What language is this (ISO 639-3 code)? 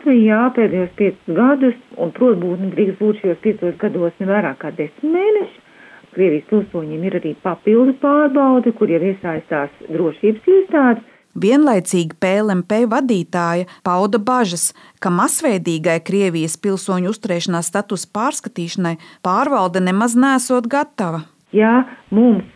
lav